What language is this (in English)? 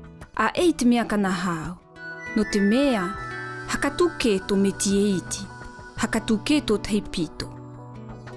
South Marquesan